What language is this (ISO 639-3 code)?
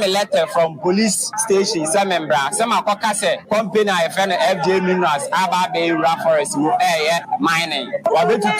aka